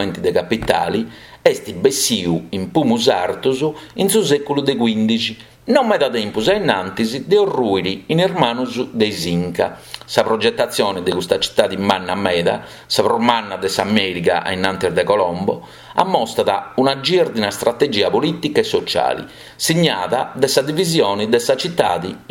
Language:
Sardinian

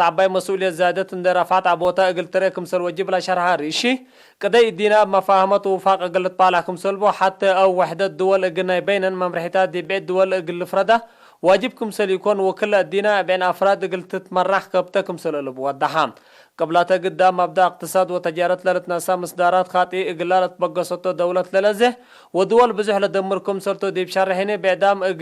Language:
Tigre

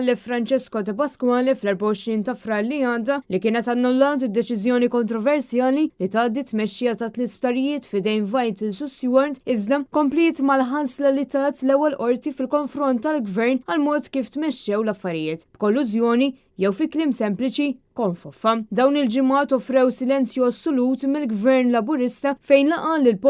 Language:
Maltese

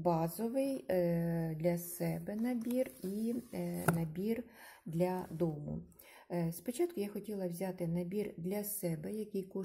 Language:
Ukrainian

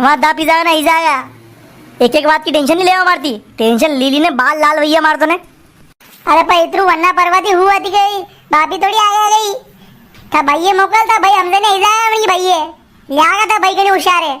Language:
Rajasthani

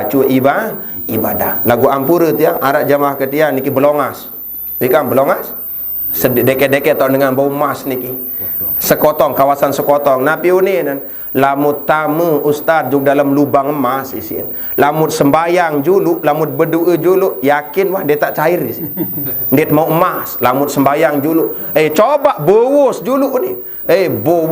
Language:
Sasak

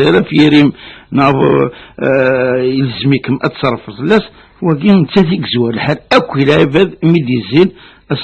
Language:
Kabyle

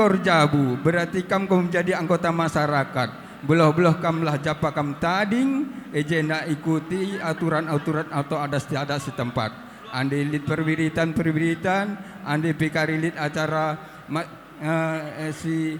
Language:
Batak Karo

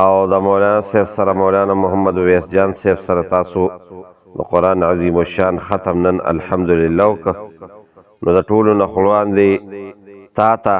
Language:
Pashto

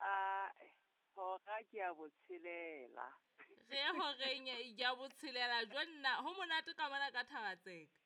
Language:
Southern Sotho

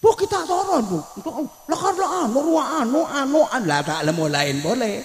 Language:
Madurese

